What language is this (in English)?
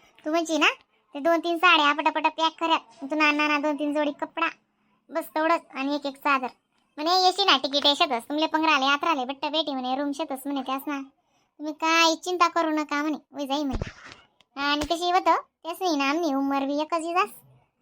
Khandesi